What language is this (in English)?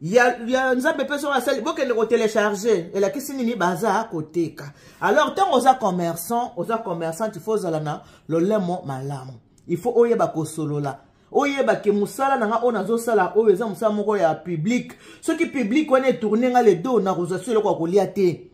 Lingala